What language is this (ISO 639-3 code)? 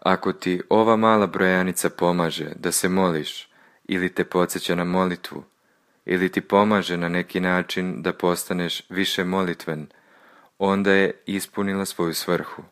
srp